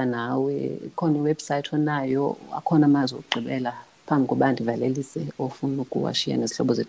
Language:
Xhosa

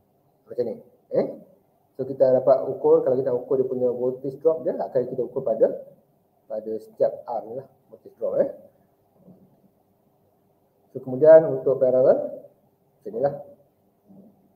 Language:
Malay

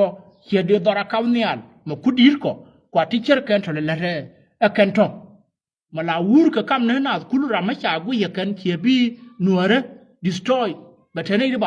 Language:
Nuer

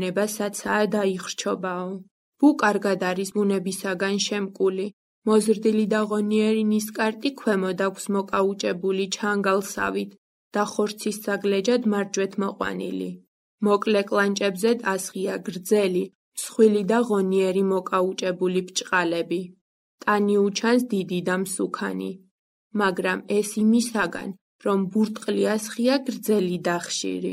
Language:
Georgian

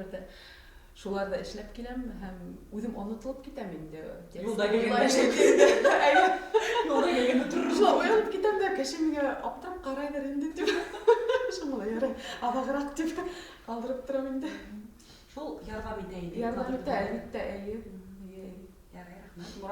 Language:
Bashkir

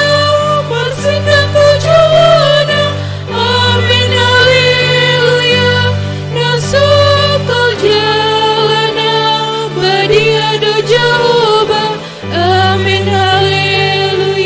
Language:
Batak Toba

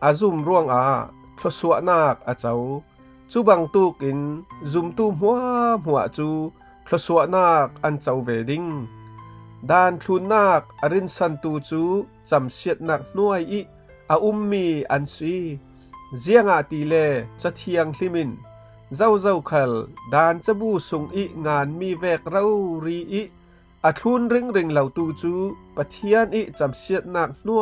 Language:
Falam Chin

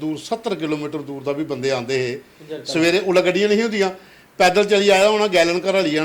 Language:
Dogri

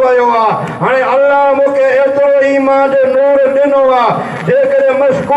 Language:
Sindhi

